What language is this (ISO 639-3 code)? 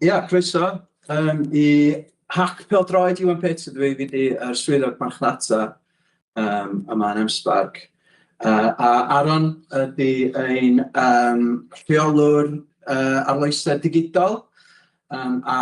cym